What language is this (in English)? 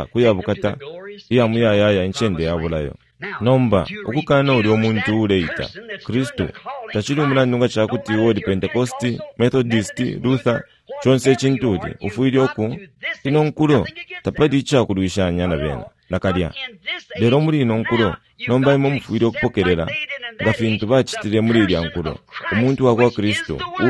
Bemba